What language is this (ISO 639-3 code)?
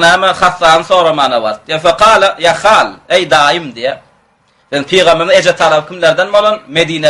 tuk